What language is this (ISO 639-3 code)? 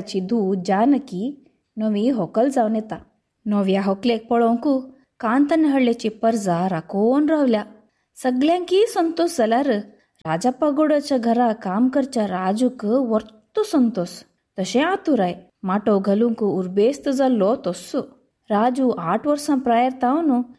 kok